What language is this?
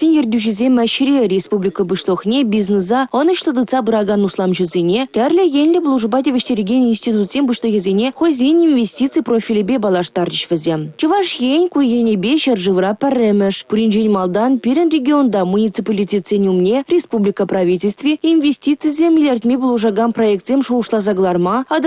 Chuvash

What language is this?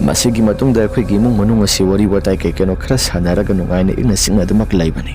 Manipuri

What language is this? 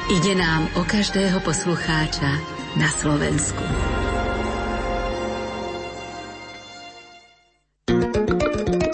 Slovak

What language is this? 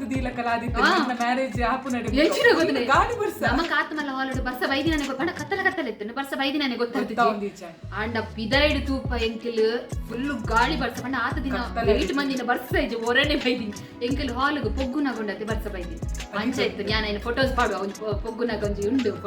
Tulu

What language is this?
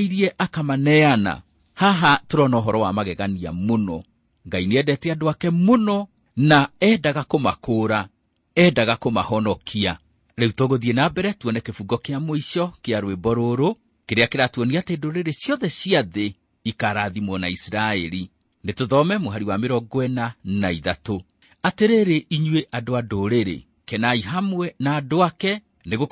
Kikuyu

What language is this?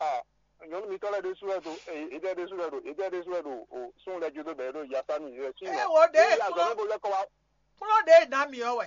Fon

